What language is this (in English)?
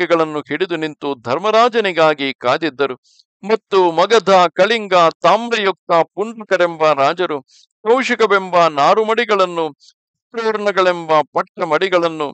Kannada